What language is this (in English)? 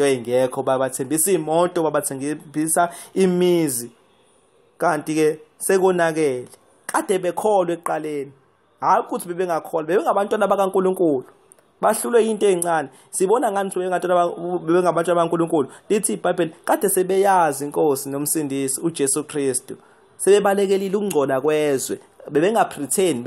Zulu